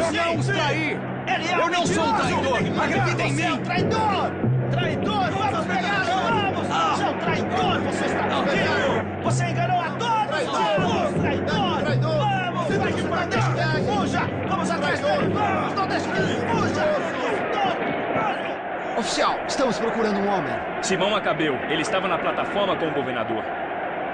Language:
Portuguese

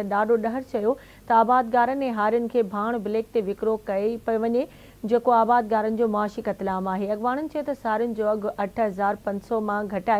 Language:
Sindhi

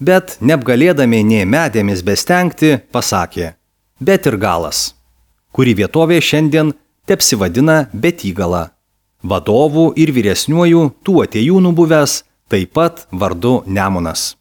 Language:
Lithuanian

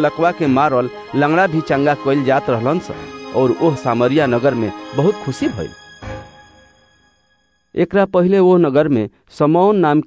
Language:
Bhojpuri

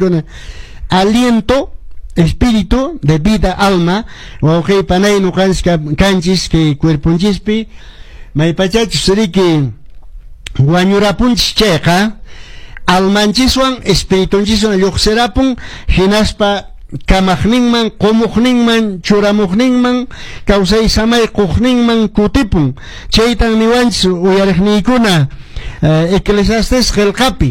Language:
Quechua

